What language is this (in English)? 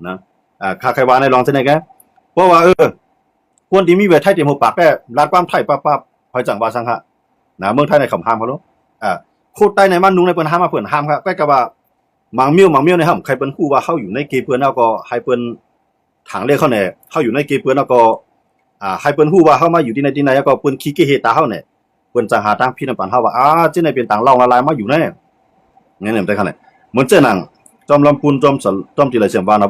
Shan